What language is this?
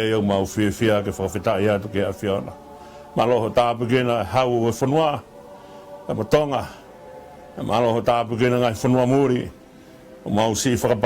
Tongan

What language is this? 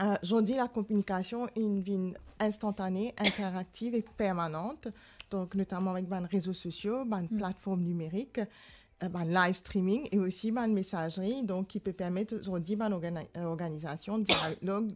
Morisyen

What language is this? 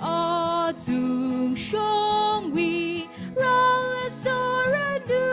Tangkhul Naga (India)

